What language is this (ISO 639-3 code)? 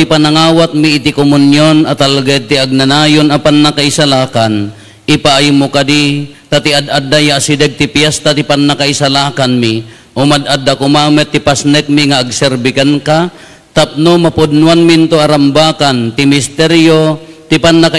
ilo